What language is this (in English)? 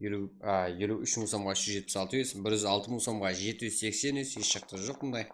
Kara-Kalpak